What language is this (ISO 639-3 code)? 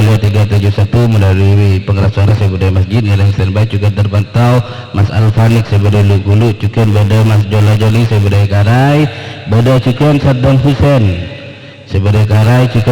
mad